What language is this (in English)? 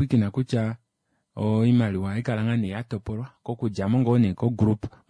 Kuanyama